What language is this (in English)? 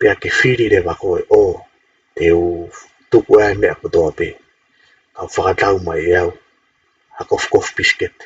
Tongan